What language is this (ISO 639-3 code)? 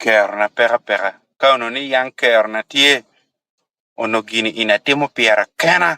ach